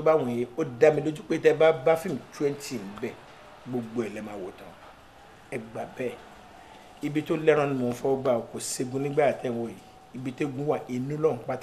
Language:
Yoruba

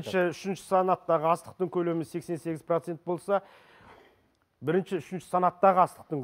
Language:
Kazakh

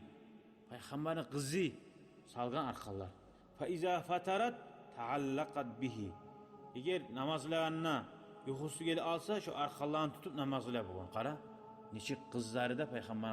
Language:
Kumyk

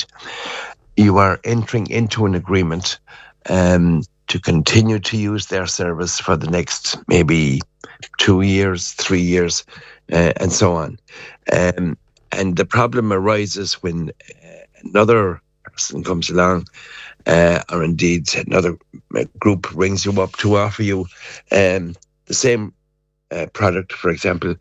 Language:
English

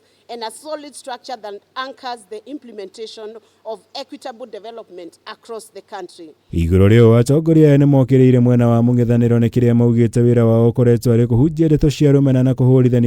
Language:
Kikuyu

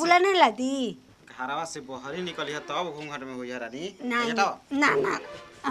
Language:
Bhojpuri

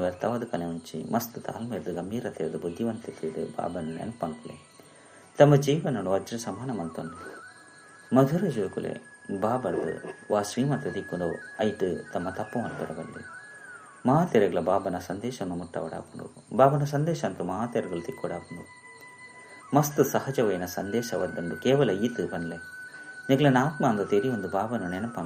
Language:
Tulu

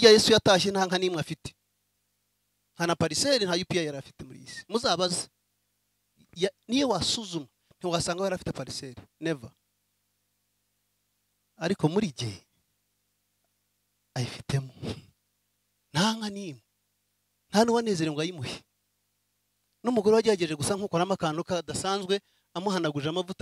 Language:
Kinyarwanda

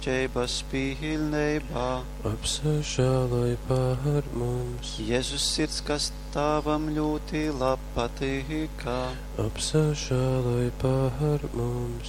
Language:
Latgalian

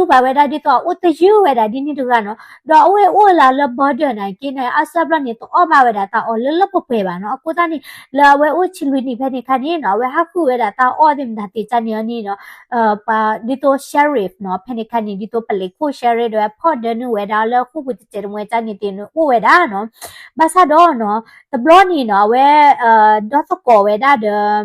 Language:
S'gaw Karen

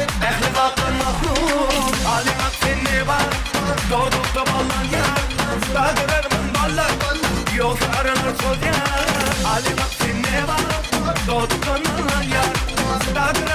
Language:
Turkmen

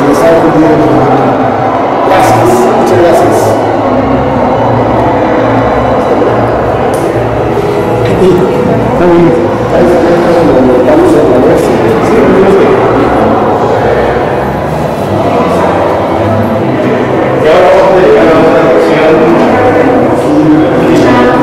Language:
Spanish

